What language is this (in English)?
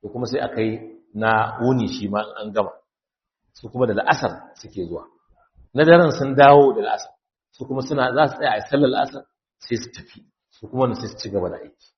Hausa